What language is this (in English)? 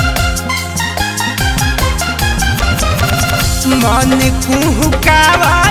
Bhojpuri